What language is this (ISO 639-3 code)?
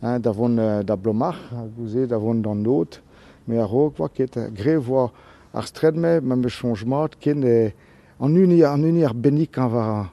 bre